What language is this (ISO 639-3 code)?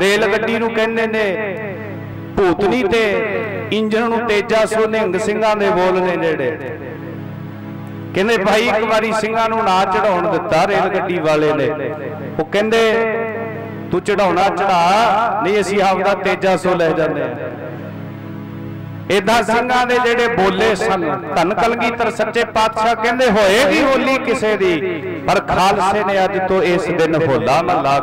pan